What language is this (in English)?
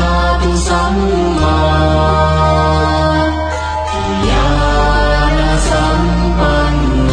Pali